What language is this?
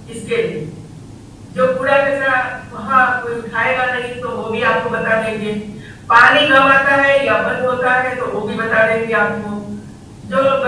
Hindi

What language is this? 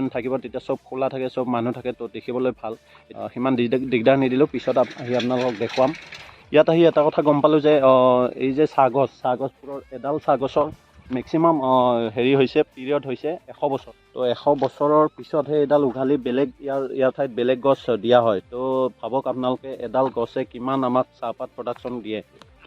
Assamese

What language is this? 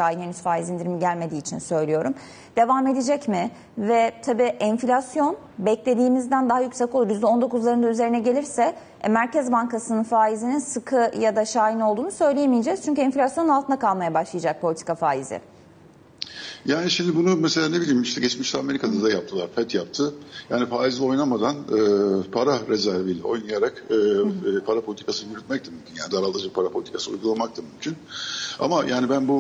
Turkish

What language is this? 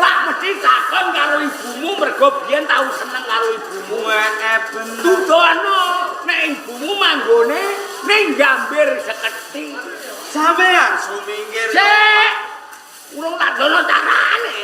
Javanese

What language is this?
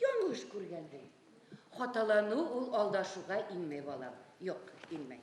Bashkir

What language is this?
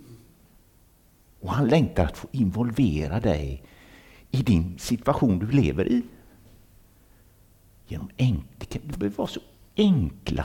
Swedish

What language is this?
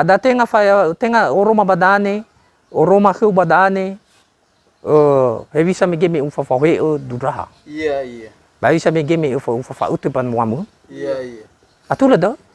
Nias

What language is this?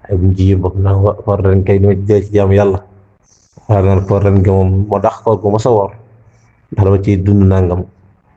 Wolof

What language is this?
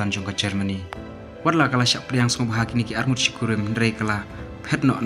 Khasi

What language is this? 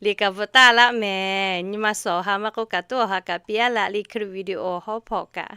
Lahu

